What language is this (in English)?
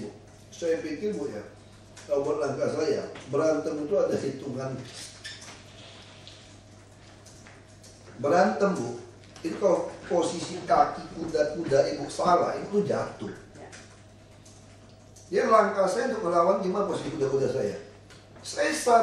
Indonesian